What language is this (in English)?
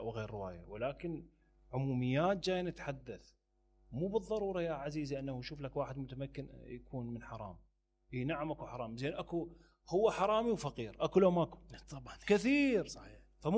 Mesopotamian Arabic